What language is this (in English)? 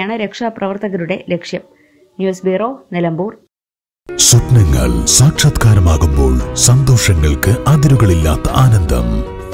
Malayalam